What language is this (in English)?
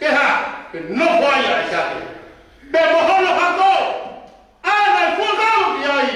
Tongan